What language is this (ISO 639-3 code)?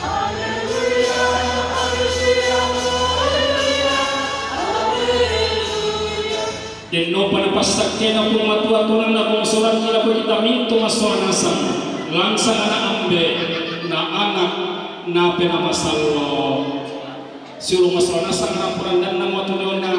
sda